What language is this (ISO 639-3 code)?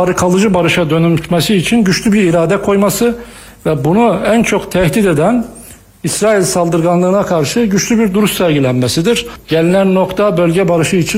tur